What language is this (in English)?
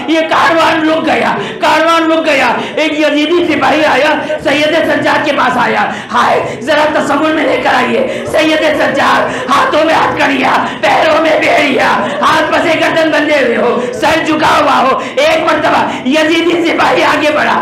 Urdu